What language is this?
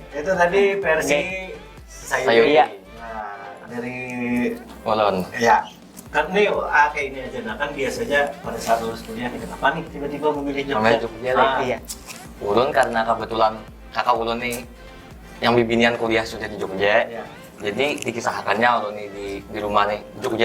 Banjar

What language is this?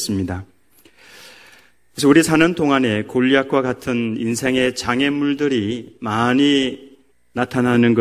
Korean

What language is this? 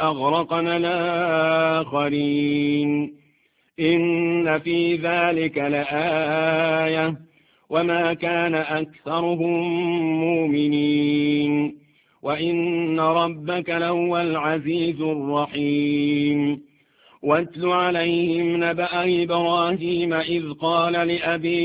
Arabic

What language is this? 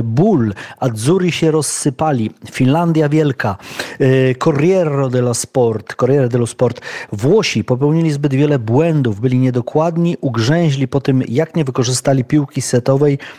Polish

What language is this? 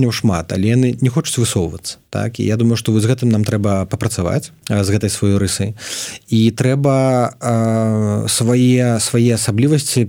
Belarusian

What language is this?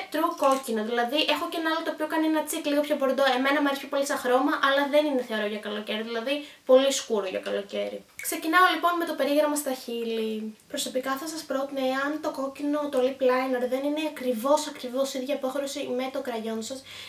Greek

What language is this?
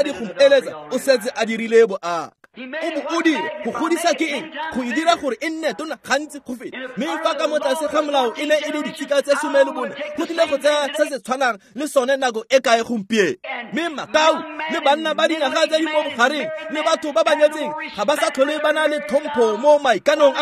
Tswana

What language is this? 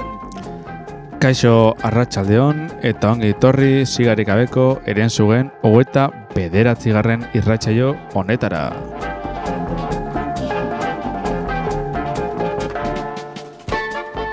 Basque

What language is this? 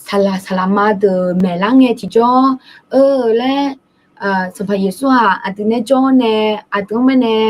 Akha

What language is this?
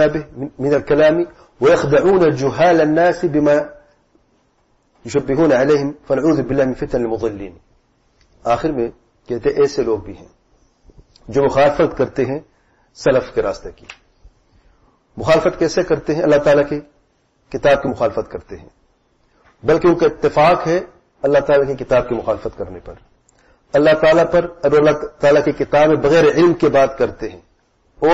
Urdu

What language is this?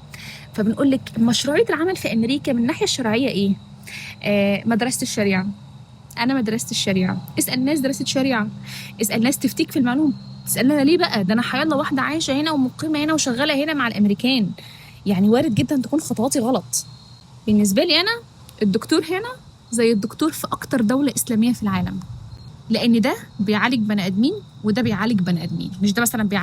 Egyptian Arabic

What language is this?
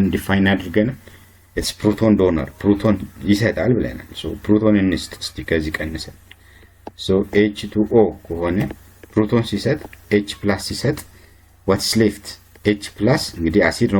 Amharic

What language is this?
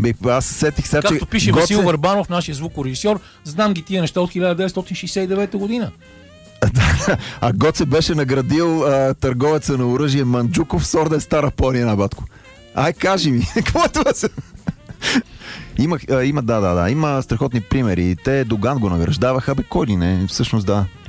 Bulgarian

